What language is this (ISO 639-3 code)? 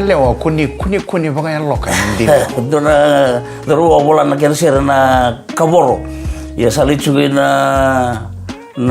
fij